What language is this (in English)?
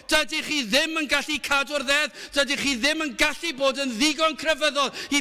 Welsh